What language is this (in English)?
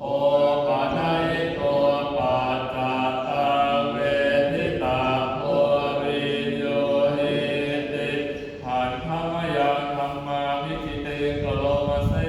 Pali